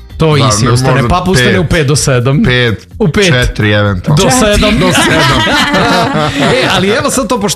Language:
Serbian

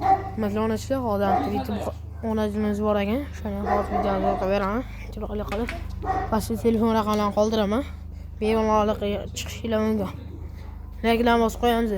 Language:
Uzbek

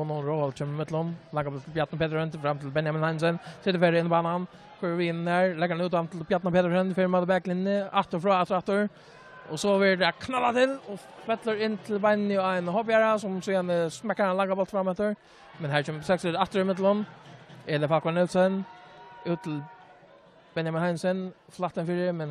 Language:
Faroese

